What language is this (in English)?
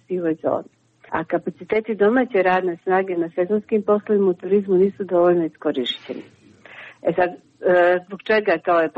Croatian